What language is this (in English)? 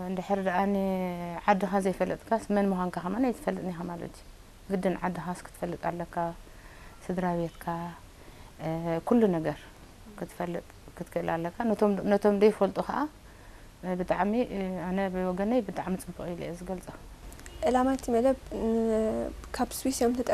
Tigrinya